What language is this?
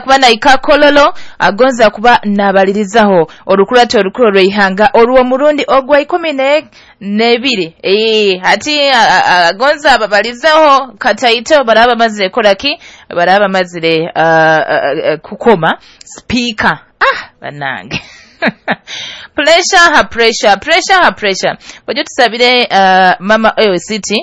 Nyoro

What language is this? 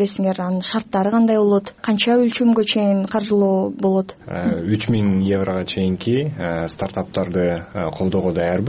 Kyrgyz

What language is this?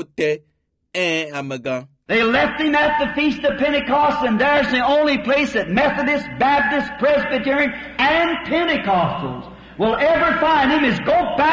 Ewe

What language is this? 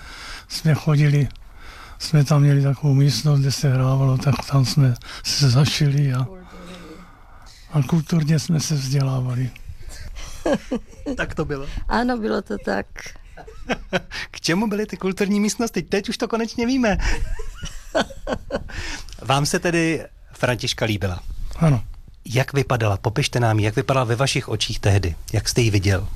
Czech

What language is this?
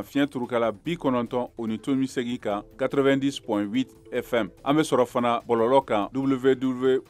Bambara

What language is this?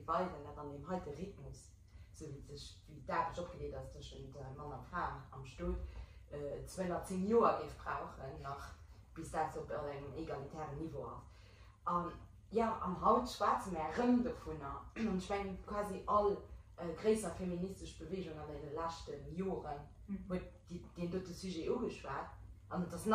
Luxembourgish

